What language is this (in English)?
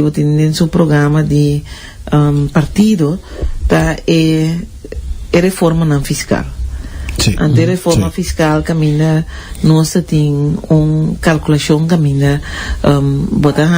Papiamento